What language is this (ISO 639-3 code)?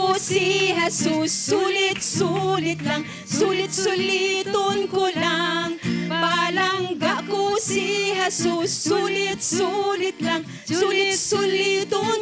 hil